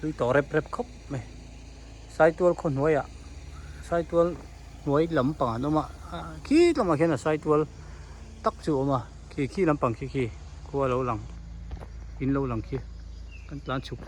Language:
Hmar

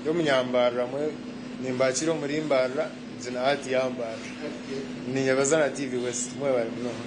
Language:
Nyankole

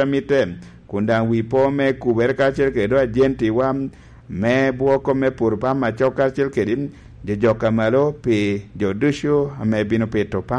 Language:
Lango (Uganda)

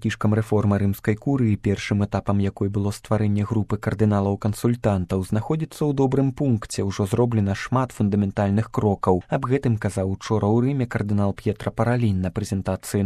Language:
Belarusian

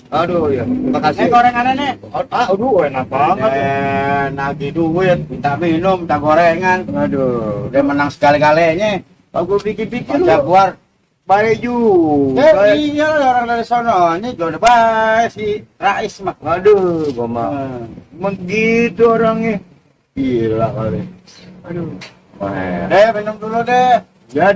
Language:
Betawi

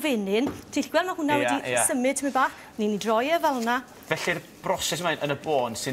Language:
Welsh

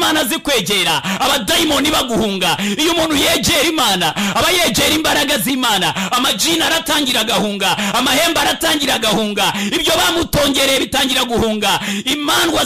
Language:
Kinyarwanda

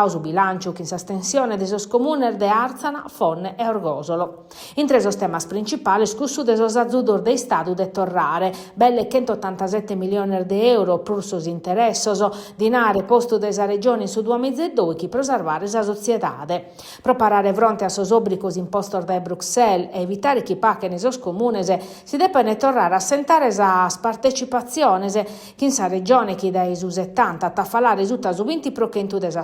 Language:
Sardinian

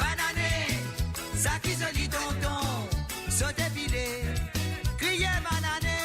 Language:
Morisyen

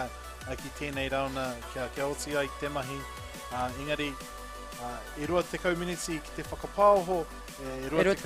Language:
Māori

